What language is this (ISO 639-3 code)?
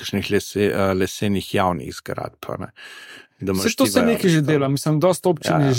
slv